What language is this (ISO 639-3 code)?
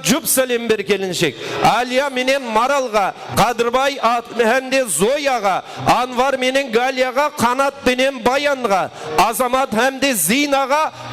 kaa